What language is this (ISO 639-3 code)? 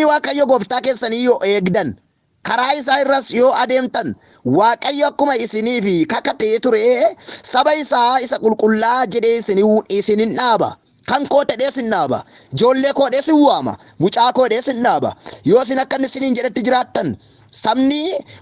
orm